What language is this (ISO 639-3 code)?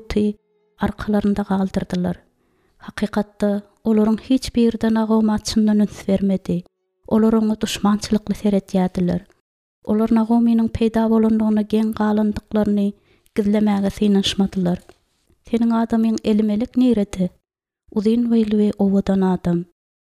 tuk